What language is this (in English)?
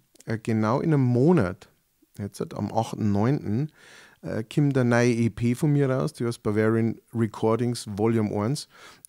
Bavarian